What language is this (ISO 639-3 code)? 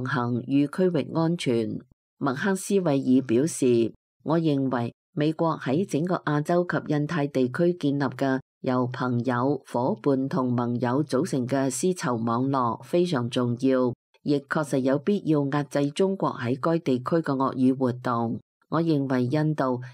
yue